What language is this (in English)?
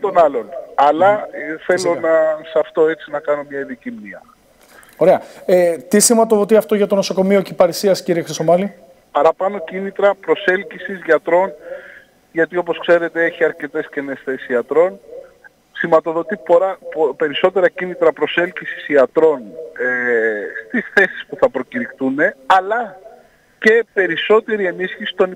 Greek